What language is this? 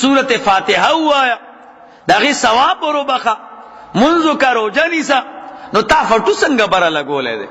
Pashto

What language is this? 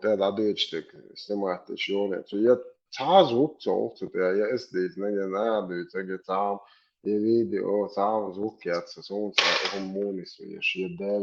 Chechen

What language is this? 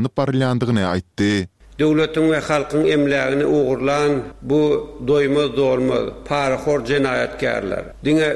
Turkmen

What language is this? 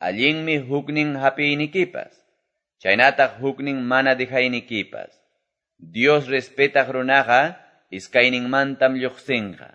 Quechua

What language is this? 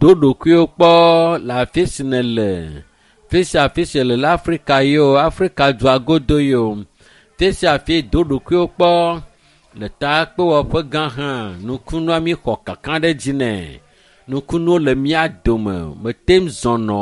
Ewe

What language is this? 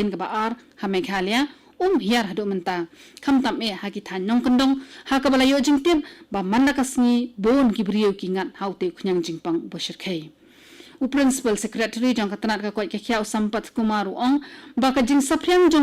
Khasi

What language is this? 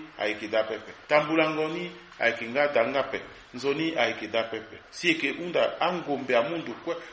Sango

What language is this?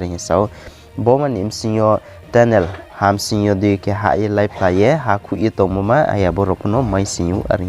Riang (India)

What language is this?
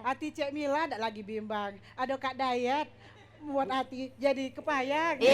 Musi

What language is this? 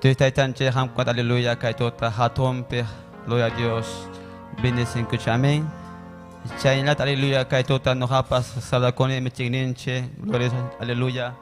Ayacucho Quechua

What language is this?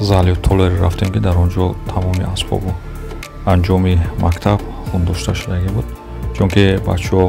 Tajik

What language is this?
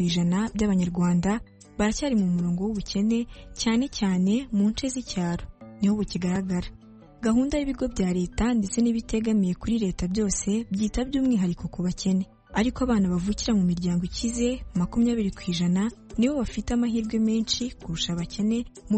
Kinyarwanda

